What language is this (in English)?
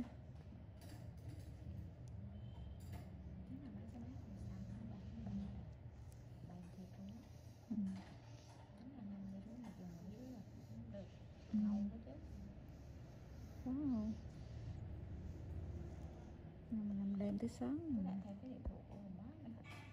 Vietnamese